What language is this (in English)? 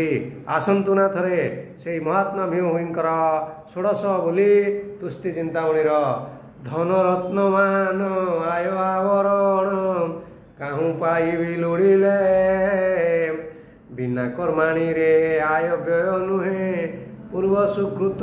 Odia